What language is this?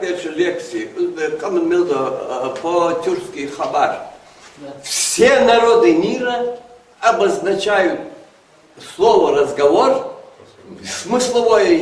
Ingush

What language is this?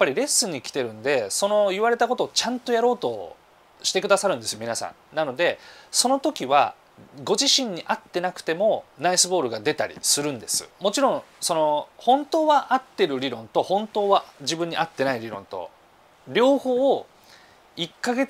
Japanese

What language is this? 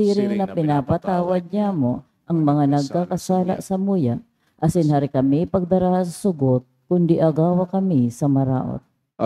Bikol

